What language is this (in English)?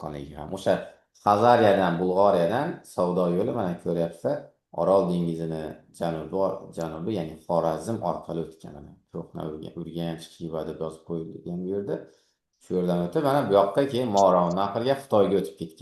Uzbek